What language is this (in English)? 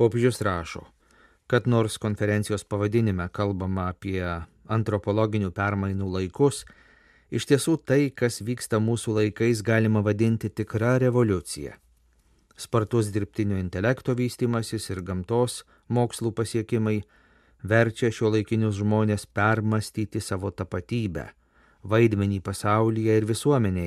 Lithuanian